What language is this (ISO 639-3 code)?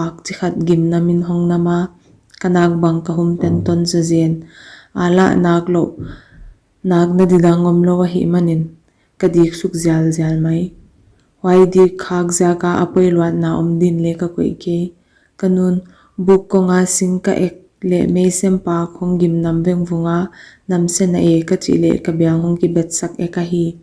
pck